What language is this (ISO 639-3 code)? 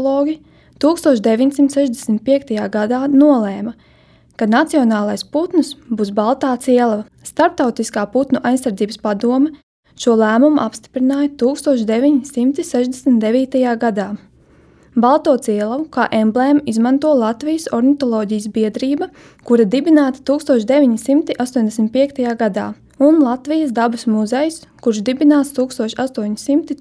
lav